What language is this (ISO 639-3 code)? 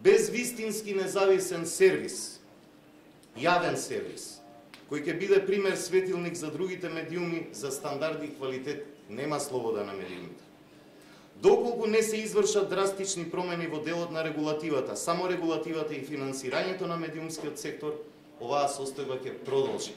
mkd